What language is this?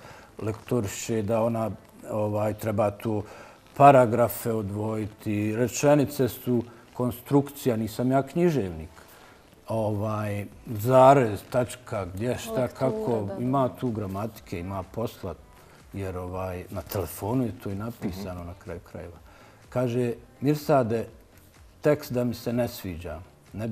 Bosnian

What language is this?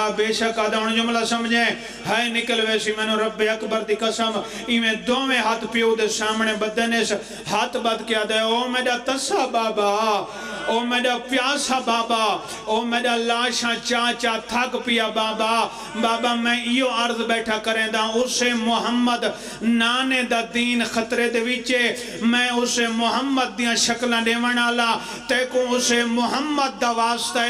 Pahari-Potwari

